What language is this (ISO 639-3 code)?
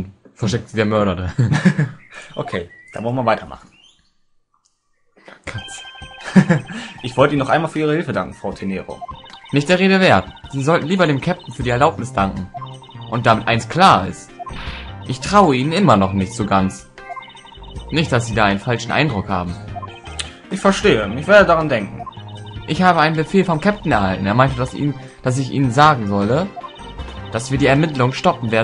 deu